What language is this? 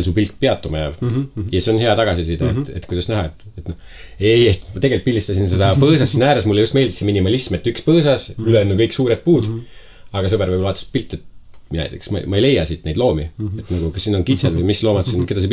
Estonian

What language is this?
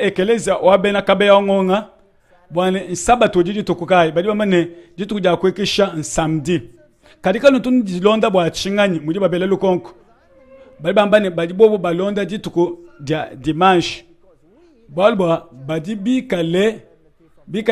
Luba-Lulua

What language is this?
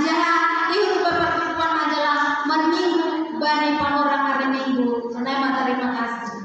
Batak Simalungun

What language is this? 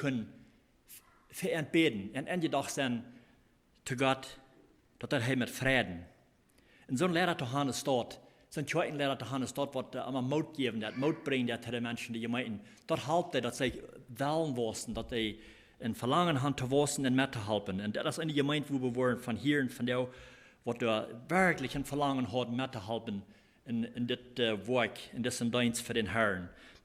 Plautdietsch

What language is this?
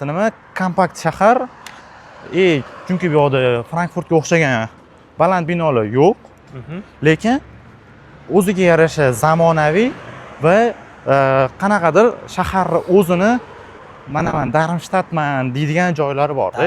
Uzbek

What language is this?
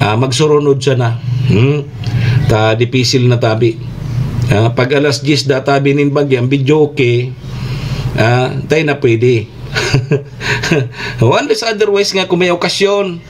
Bikol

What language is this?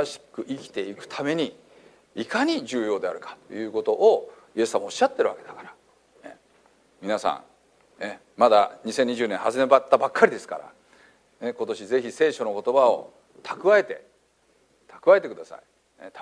Japanese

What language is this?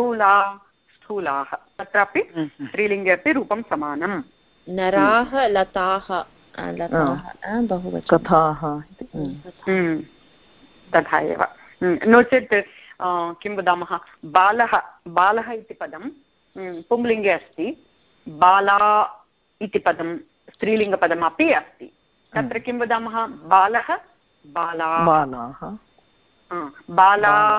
Sanskrit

